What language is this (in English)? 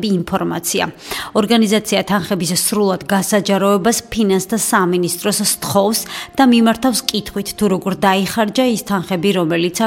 Georgian